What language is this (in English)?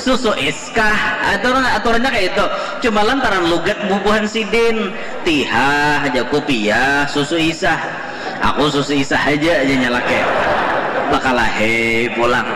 Banjar